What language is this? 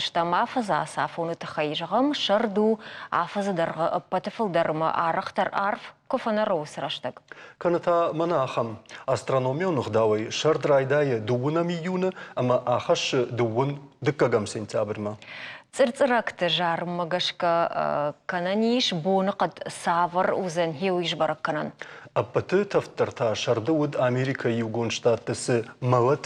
Ossetic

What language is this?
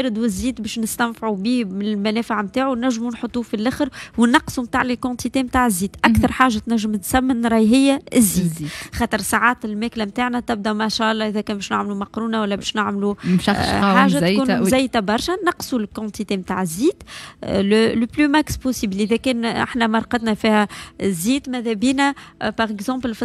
Tunisian Arabic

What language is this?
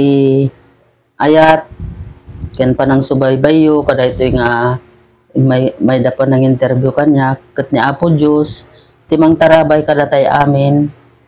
Iloko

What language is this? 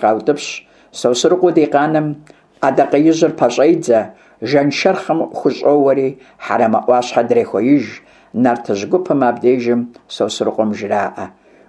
Kabardian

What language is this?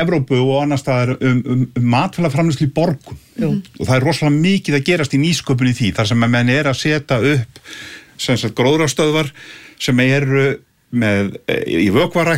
Icelandic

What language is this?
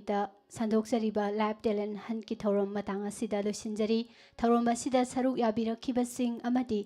Manipuri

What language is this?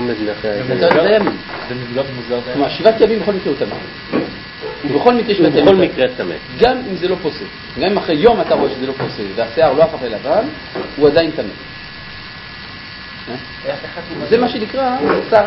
Hebrew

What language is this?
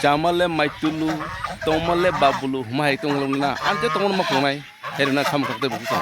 Kok Borok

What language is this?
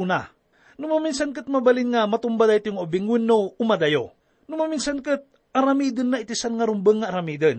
Iloko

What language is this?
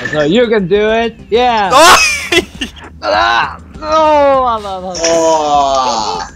Faroese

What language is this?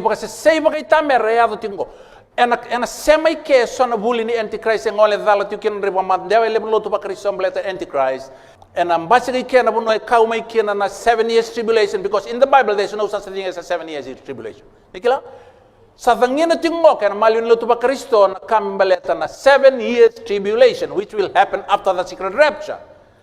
Fijian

